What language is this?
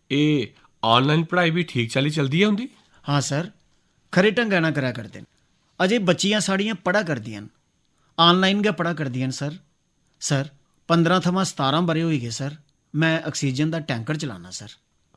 Dogri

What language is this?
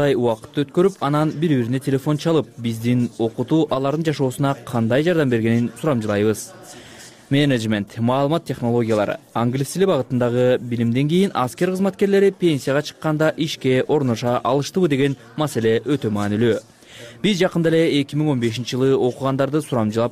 Kyrgyz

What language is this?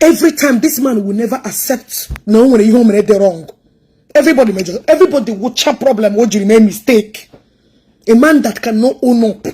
Igbo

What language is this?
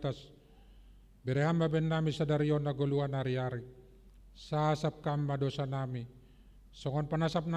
Batak Simalungun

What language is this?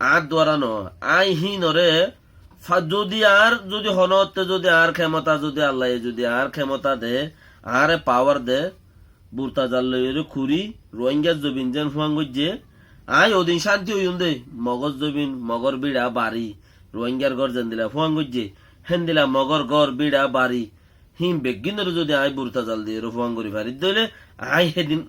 Rohingya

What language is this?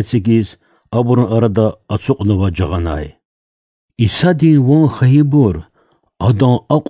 Lezghian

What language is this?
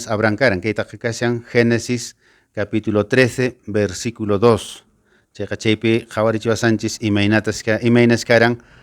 Quechua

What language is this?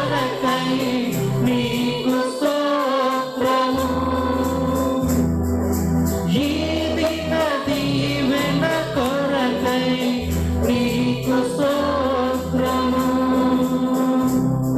Telugu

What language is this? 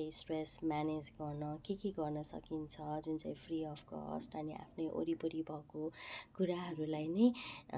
Nepali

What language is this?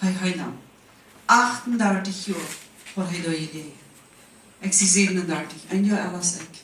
Plautdietsch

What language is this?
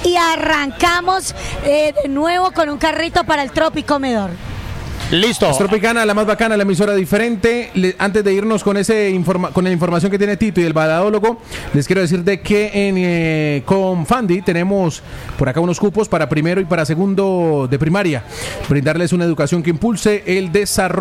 Spanish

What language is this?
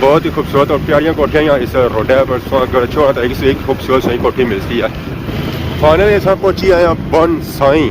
Pahari-Potwari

